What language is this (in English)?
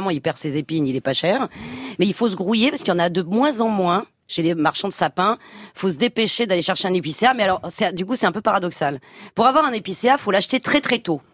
French